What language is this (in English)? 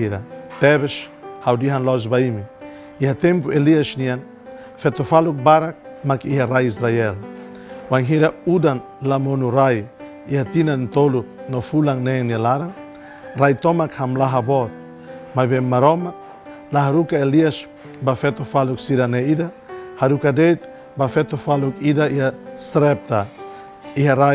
Tetum